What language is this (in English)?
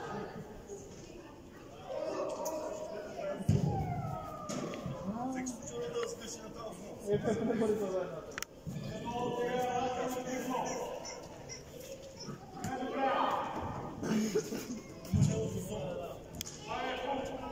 Bulgarian